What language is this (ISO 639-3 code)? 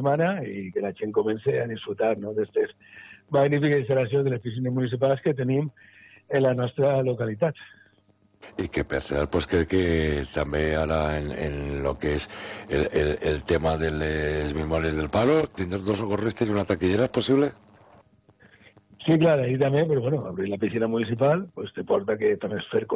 cat